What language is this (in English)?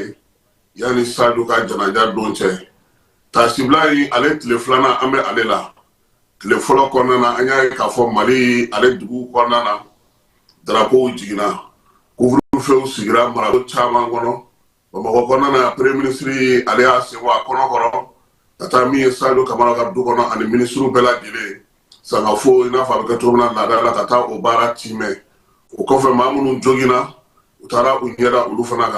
Bambara